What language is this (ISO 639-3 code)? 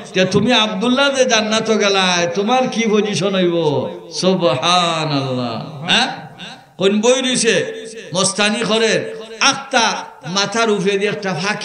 syl